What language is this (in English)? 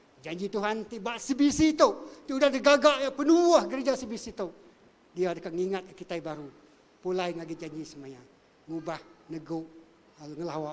Iban